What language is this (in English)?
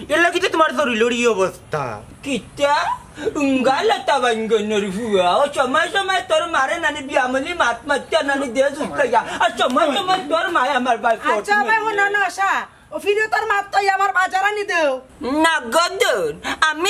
Sylheti